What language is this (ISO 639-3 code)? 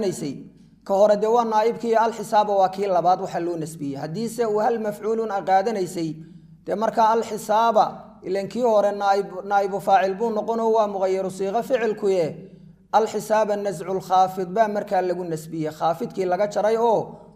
som